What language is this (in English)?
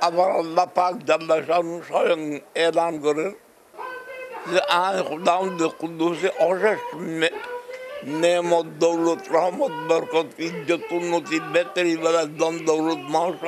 Bangla